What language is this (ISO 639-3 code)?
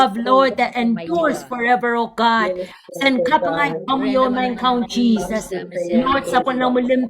pon